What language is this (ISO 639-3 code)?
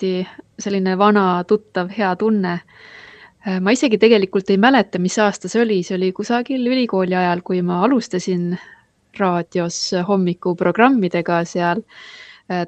est